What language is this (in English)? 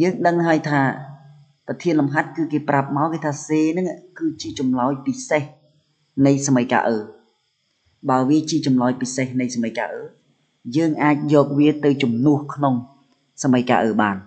Khmer